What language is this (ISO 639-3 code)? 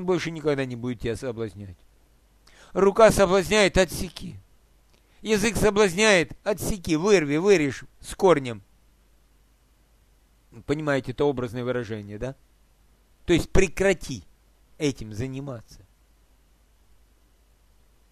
rus